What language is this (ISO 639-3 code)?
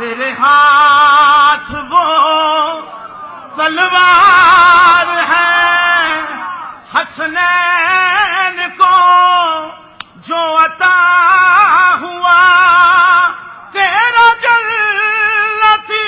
urd